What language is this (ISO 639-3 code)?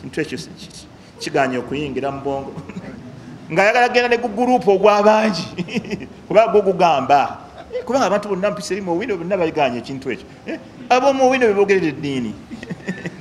lug